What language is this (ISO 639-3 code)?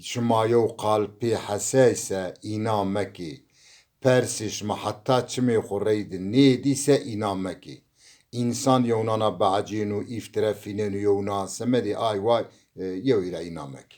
zza